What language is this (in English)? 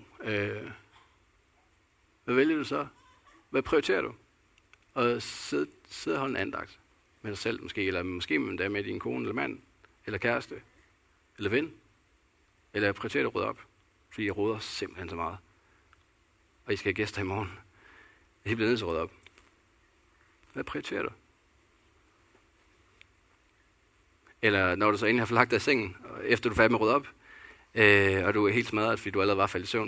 Danish